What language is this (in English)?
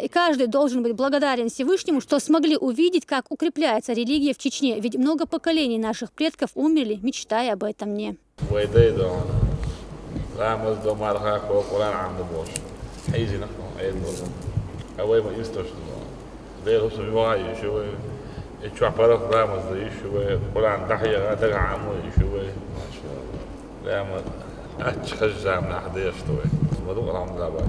Chechen